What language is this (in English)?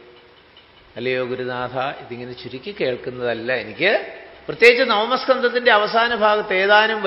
Malayalam